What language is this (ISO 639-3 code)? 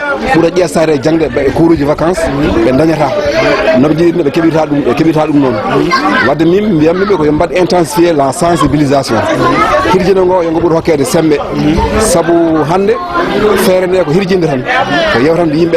ful